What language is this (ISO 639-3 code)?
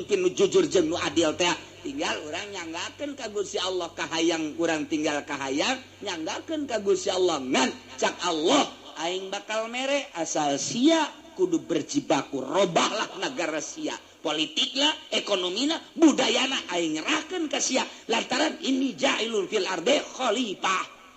sun